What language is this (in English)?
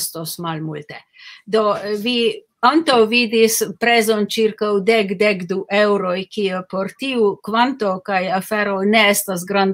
Esperanto